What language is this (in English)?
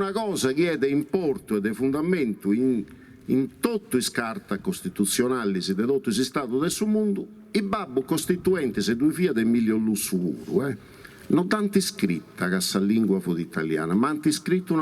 Sardinian